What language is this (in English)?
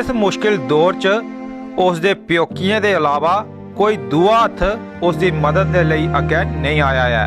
Dogri